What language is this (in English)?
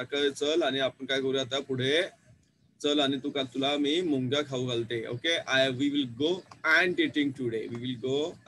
Marathi